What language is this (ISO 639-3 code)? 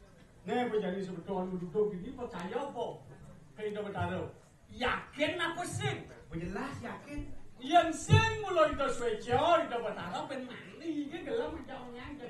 ban